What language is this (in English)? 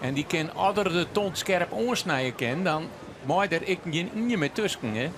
Western Frisian